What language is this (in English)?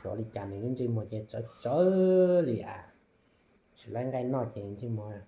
Hmong